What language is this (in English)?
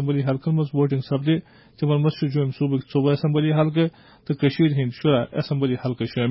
Kashmiri